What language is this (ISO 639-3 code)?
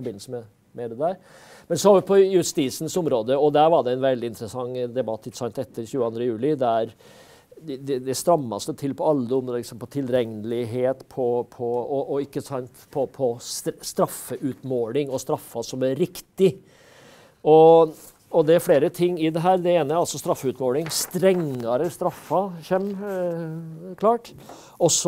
nor